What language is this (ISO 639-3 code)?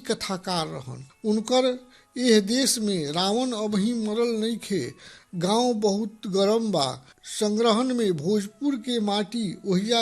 bho